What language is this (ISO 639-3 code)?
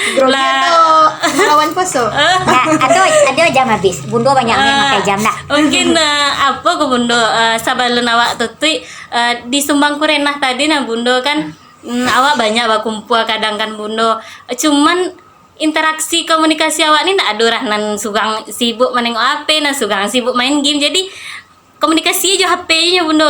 min